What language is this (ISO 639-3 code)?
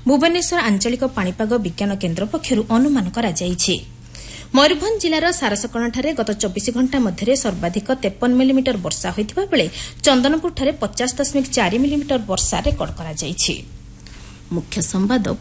ori